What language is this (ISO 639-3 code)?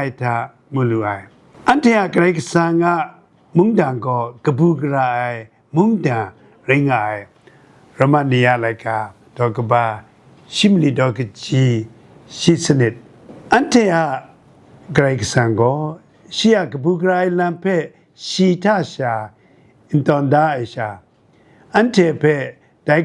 kac